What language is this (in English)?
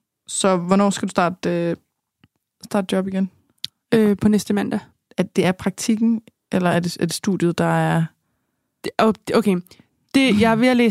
Danish